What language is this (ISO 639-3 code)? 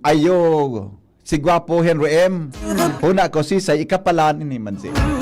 bik